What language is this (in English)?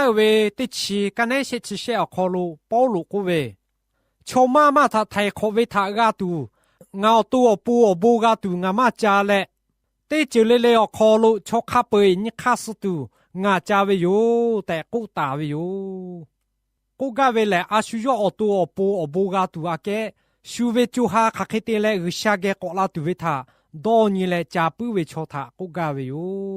Lahu